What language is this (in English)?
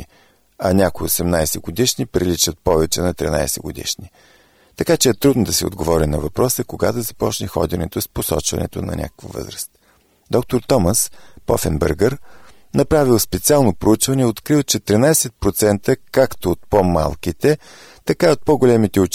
Bulgarian